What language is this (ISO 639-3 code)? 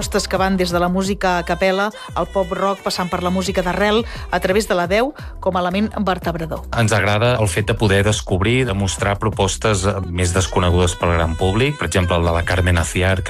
cat